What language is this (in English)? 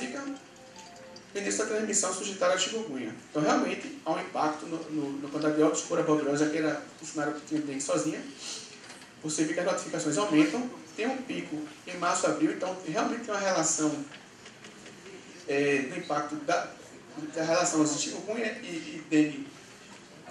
Portuguese